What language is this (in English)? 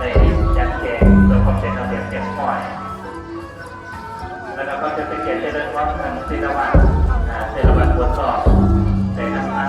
Lao